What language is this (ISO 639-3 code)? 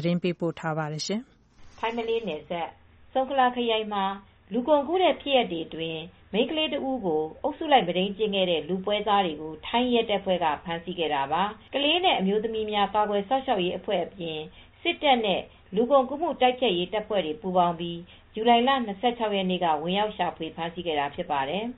mya